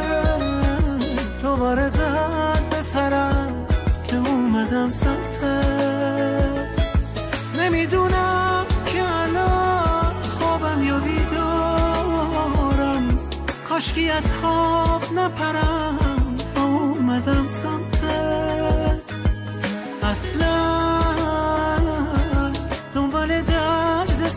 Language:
Persian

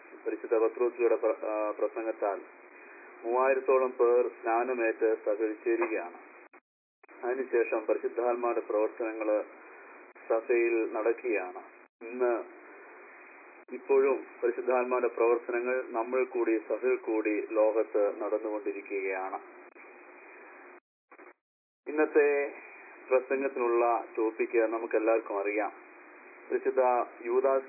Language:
Malayalam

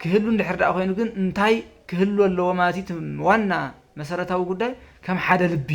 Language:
Tigrinya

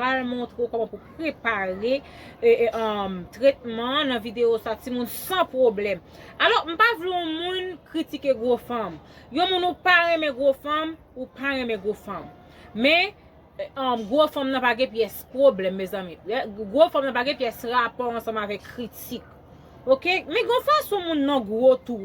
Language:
Haitian Creole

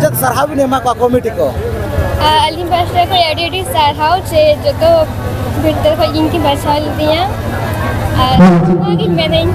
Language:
Santali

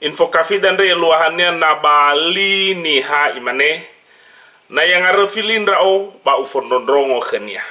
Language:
Nias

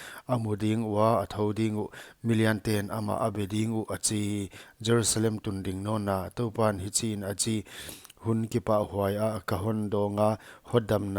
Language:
Paite Chin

